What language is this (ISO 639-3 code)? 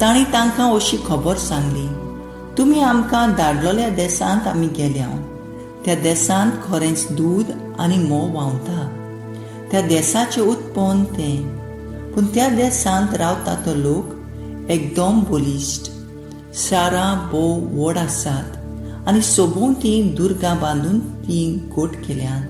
kok